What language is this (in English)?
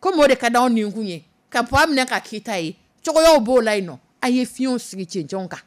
Dyula